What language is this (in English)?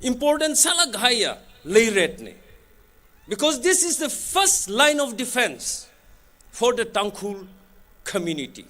Tangkhul Naga (India)